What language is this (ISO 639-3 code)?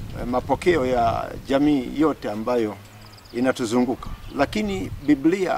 swa